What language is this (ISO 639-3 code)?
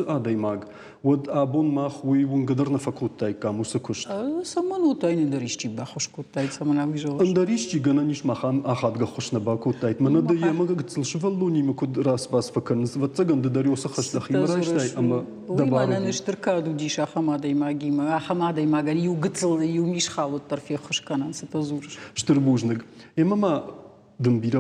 oss